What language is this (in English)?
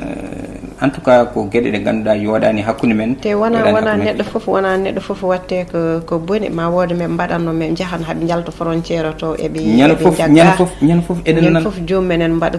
Fula